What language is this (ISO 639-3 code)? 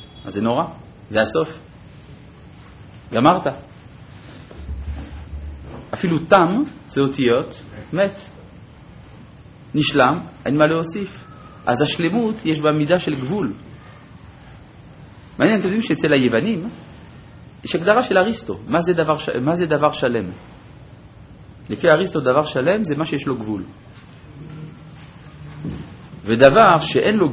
heb